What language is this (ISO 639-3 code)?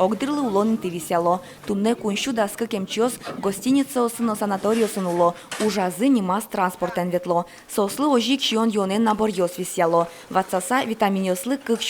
udm